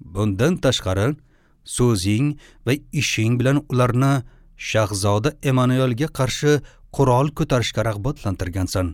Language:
Uzbek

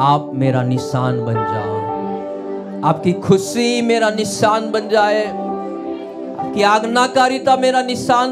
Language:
Hindi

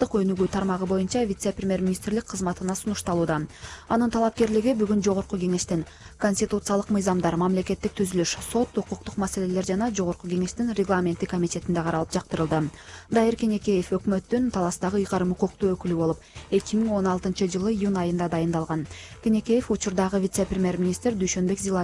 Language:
Kyrgyz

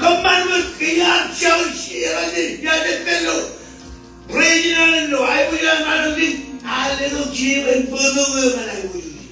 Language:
Marshallese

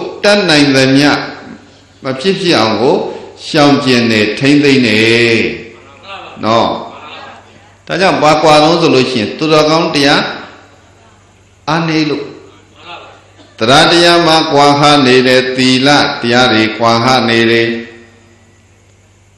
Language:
Burmese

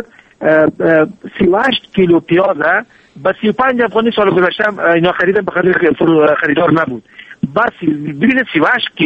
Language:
Persian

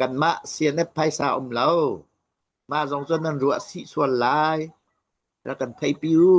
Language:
Hakha Chin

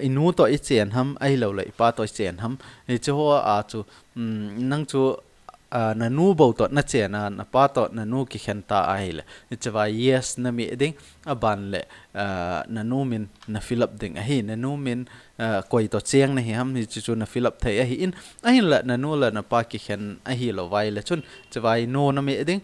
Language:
Thado Chin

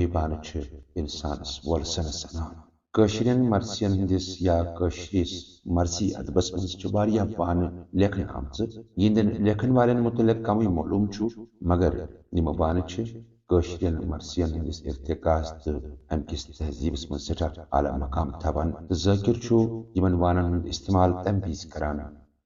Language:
Kashmiri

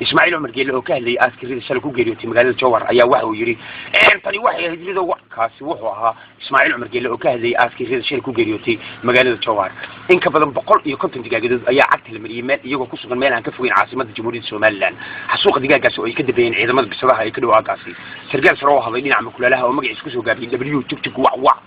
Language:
Somali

